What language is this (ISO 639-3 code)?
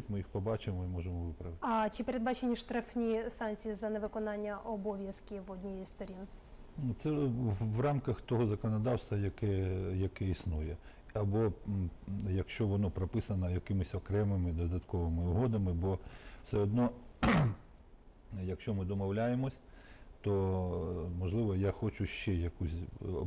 ukr